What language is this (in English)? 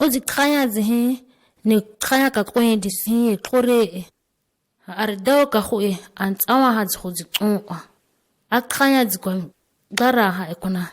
ǁGana